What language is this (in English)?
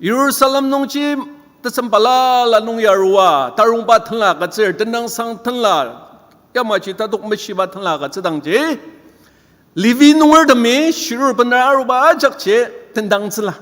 Ao Naga